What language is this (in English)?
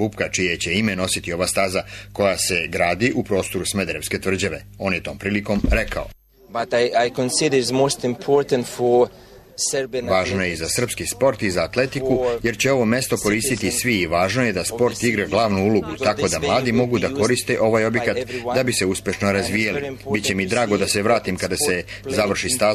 Serbian